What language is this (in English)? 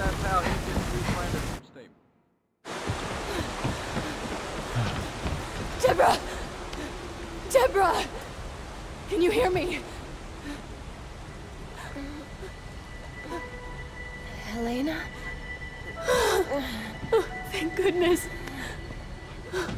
English